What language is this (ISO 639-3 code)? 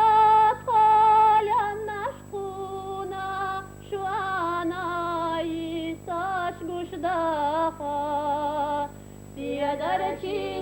che